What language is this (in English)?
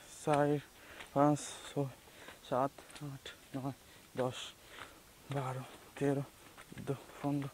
Sylheti